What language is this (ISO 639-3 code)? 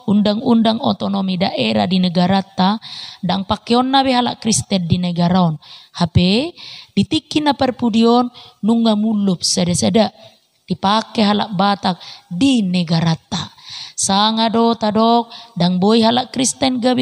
bbc